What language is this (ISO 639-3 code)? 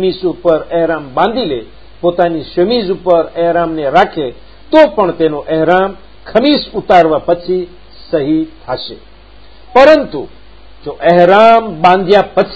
guj